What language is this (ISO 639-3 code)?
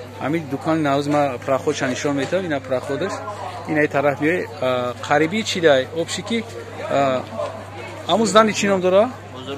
tgk